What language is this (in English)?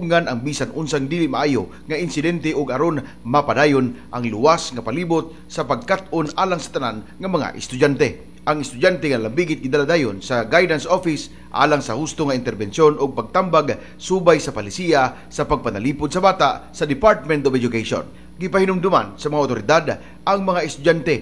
Cebuano